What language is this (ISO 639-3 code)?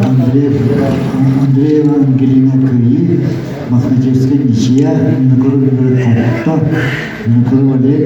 sah